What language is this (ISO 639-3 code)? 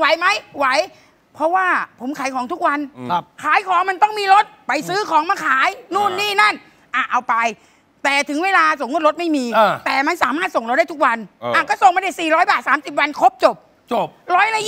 tha